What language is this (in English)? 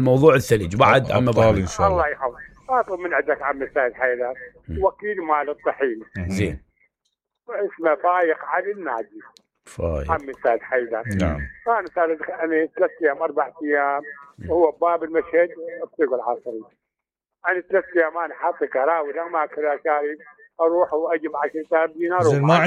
Mesopotamian Arabic